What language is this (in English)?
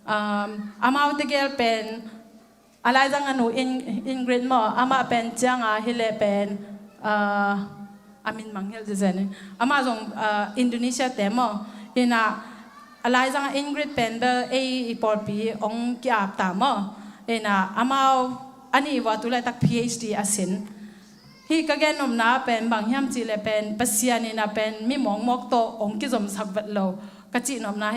Tedim Chin